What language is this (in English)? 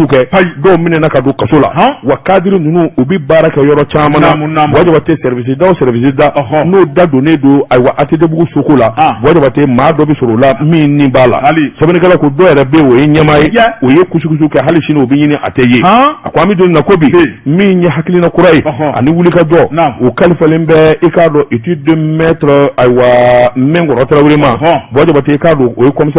Bambara